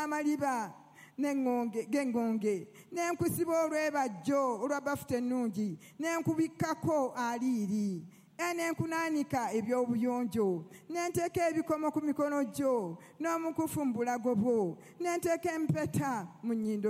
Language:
Ganda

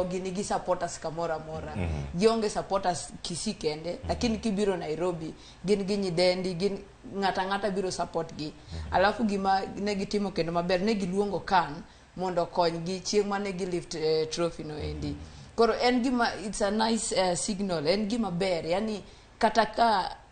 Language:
Luo (Kenya and Tanzania)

